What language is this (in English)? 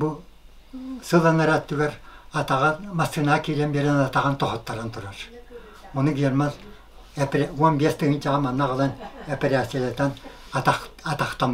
Yakut